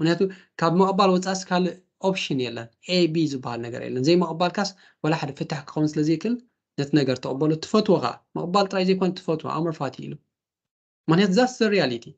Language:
Tigrinya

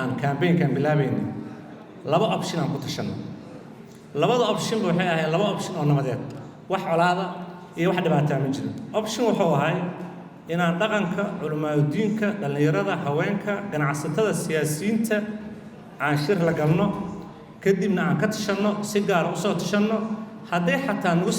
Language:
Somali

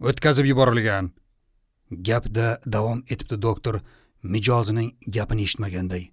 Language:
Uzbek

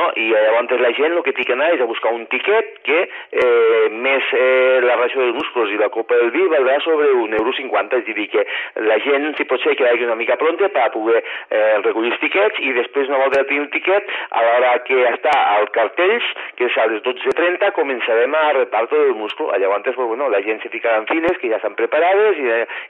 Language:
Catalan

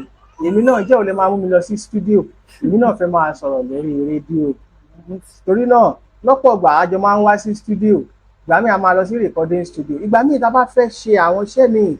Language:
Yoruba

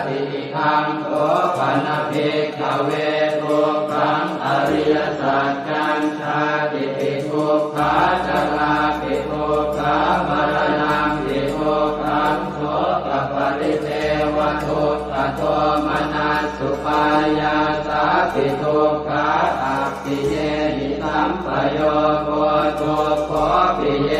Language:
Pali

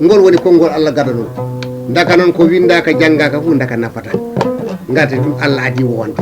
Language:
Fula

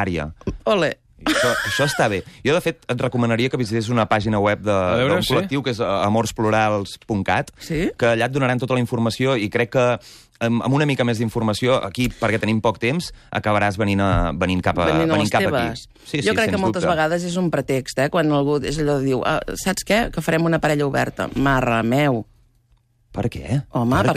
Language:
Catalan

